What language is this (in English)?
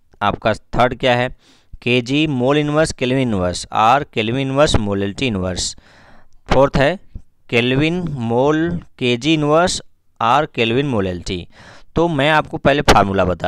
Hindi